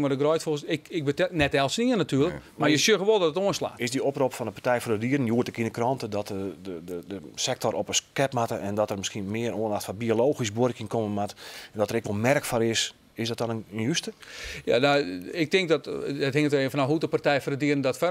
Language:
Western Frisian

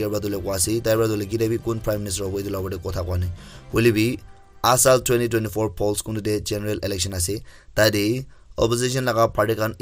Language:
Naga Pidgin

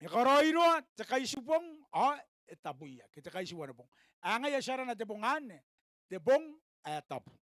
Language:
Gilbertese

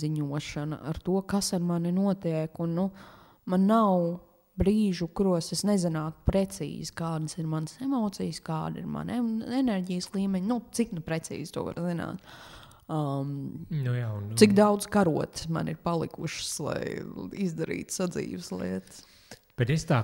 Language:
Latvian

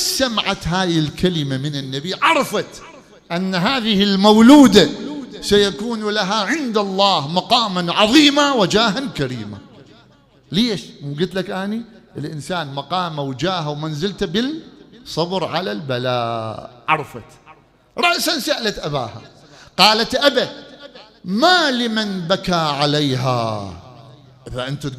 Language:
Mesopotamian Arabic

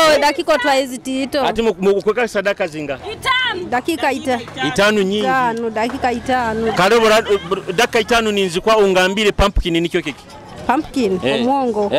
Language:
Nyoro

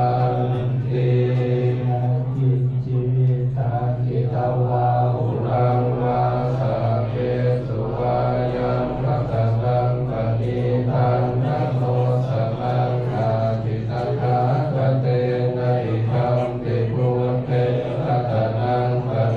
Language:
Pali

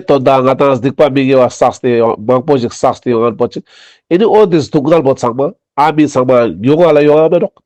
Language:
Ladakhi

